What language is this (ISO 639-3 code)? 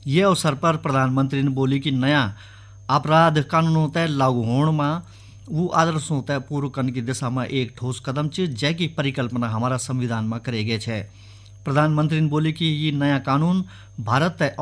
gbm